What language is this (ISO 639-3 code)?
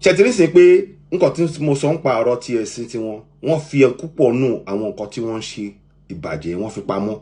yor